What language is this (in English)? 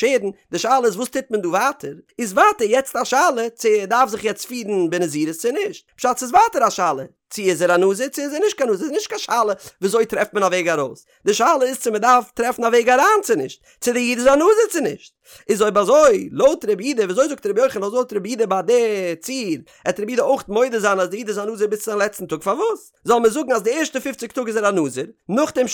Yiddish